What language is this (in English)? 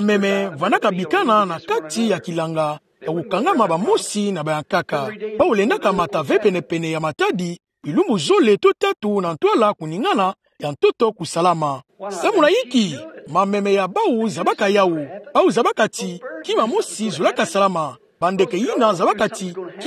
Kituba (Democratic Republic of Congo)